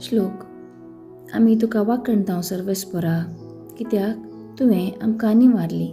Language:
Konkani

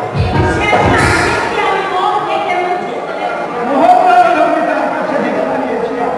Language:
Bangla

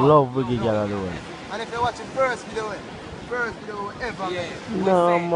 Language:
Jamaican Creole English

